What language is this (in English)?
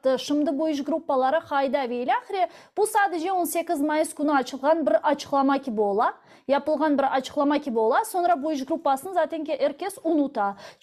Crimean Tatar